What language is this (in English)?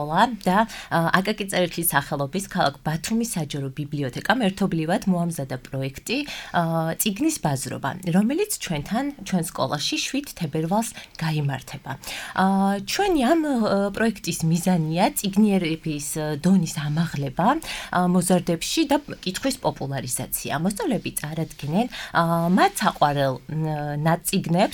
Georgian